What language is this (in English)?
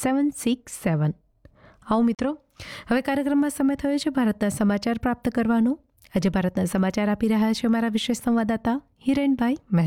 Gujarati